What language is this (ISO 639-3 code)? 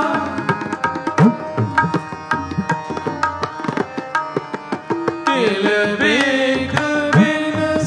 pan